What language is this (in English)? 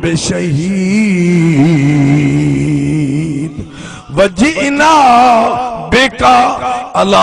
Saraiki